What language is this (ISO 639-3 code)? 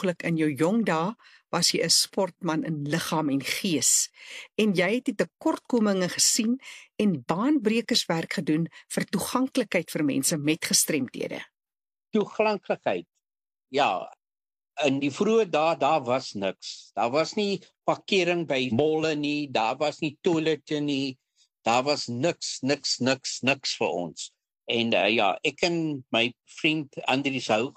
afr